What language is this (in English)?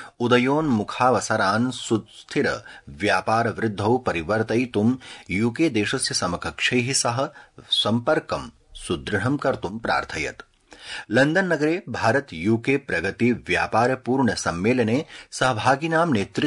Sanskrit